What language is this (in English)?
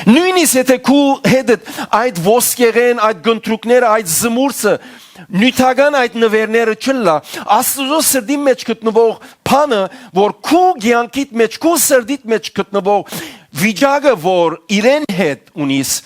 Western Armenian